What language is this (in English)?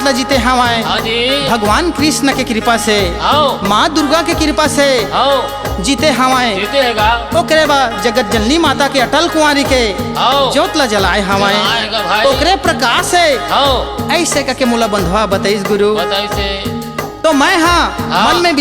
Chhattisgarhi